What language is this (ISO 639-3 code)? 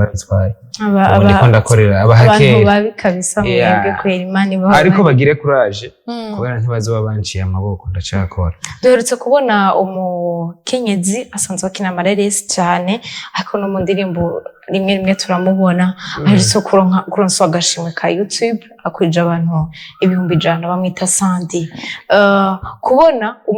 run